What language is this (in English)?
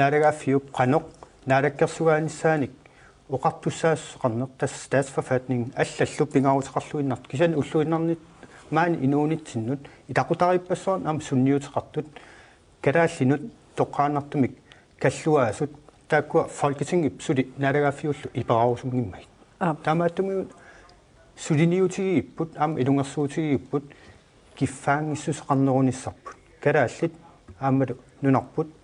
Kalaallisut